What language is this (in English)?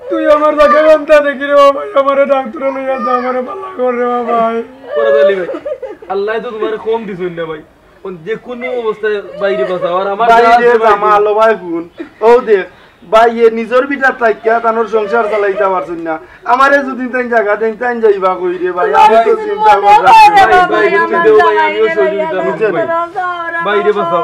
Sylheti